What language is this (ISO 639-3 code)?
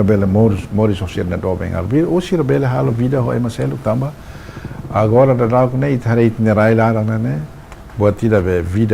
tet